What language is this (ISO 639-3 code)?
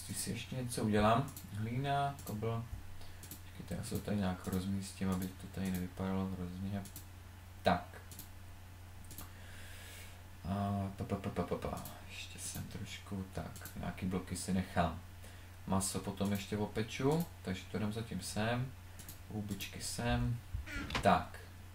ces